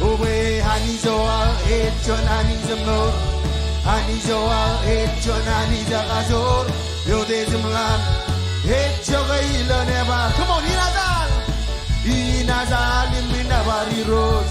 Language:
Marshallese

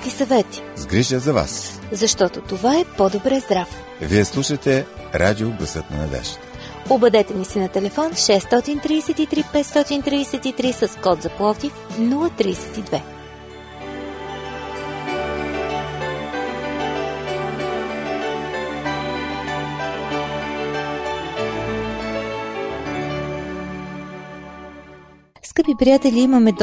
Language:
Bulgarian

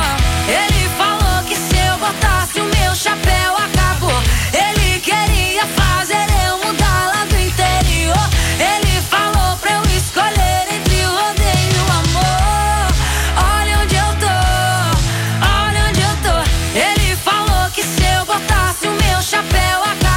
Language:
Portuguese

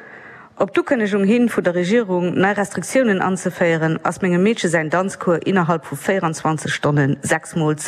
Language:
Luxembourgish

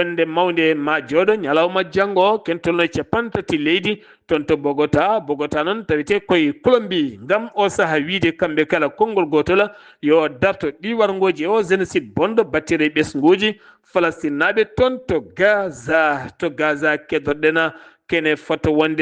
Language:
Fula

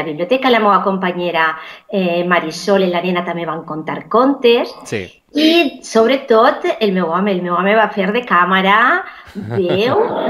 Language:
Catalan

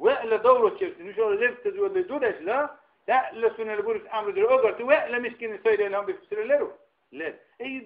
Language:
Dargwa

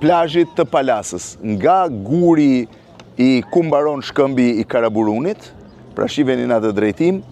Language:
Albanian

